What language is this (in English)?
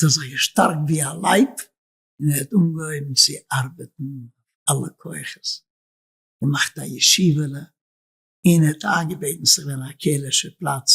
Yiddish